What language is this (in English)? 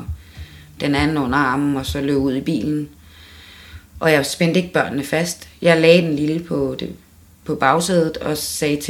Danish